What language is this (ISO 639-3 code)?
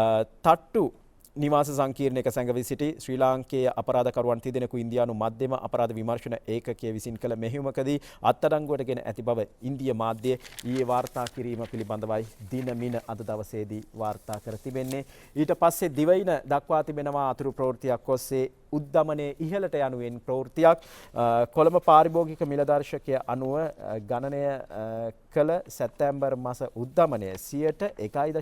sin